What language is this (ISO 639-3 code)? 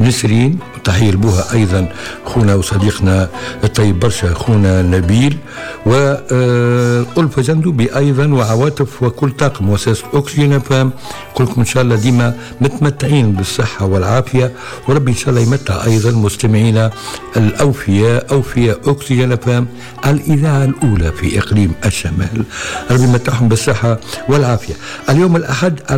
aeb